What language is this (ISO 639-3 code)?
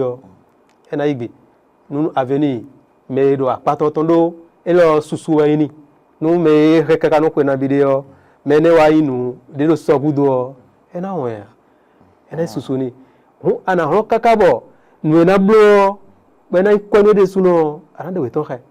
fon